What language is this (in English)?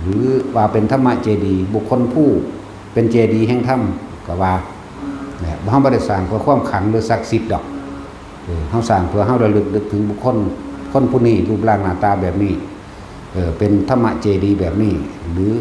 Northeastern Thai